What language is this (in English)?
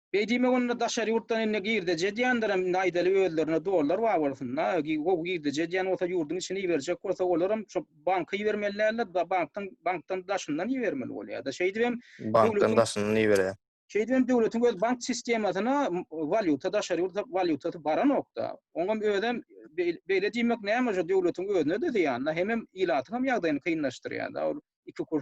Turkmen